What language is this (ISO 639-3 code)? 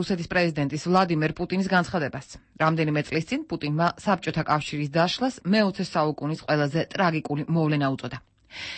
kat